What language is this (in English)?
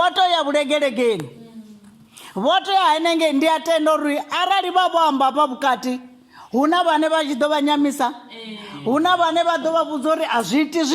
Venda